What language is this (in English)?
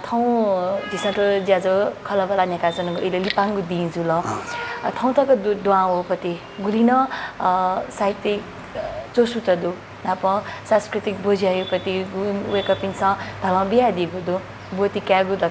Newari